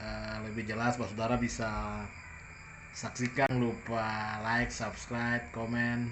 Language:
Ambonese Malay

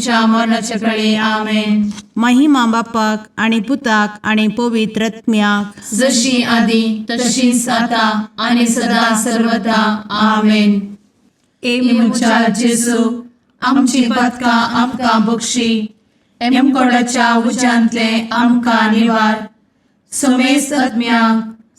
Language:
Konkani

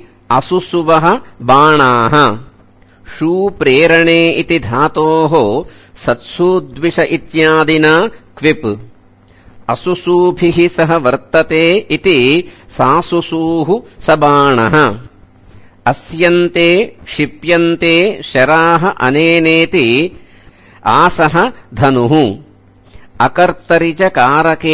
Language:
Sanskrit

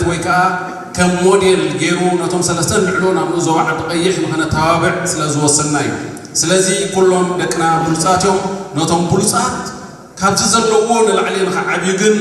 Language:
Tigrinya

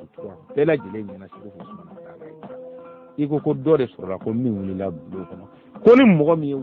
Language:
Bambara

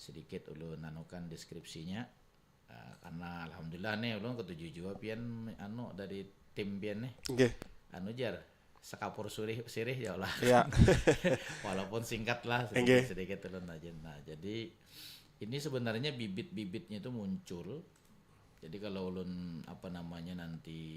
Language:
Banjar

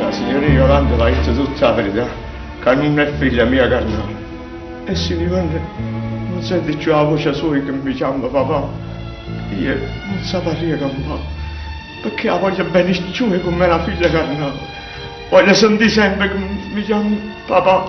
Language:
Neapolitan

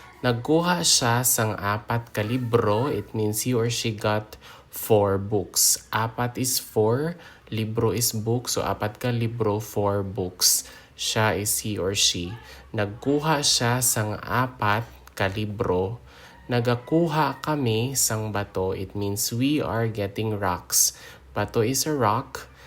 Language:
Hiligaynon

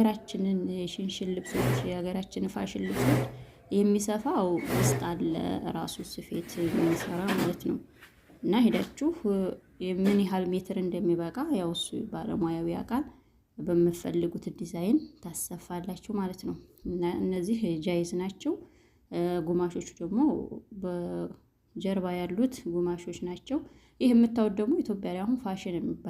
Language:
Amharic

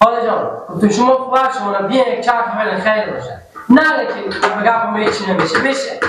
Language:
Persian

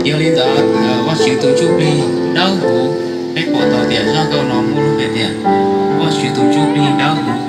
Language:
Hmong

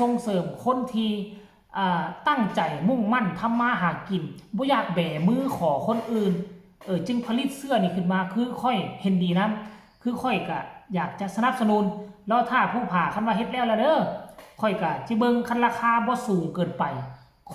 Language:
Lao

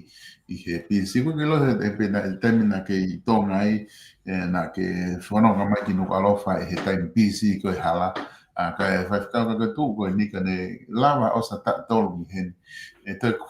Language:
Tongan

